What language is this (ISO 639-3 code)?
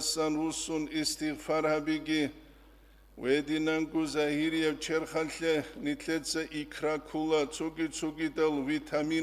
ava